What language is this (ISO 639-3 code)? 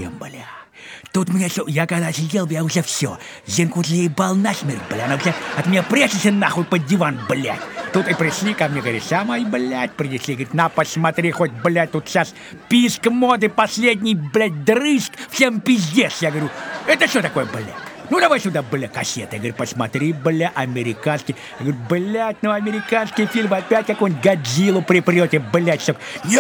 rus